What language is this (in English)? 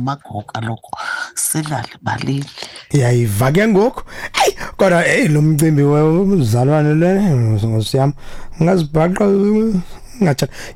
Xhosa